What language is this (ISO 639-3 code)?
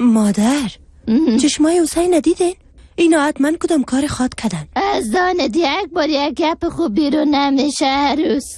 fas